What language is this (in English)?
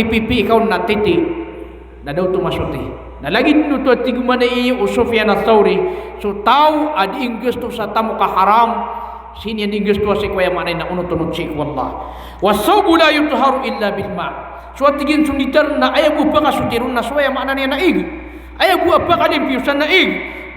Maranao